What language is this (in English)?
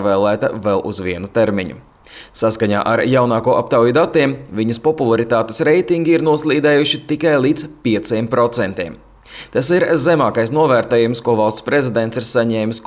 Latvian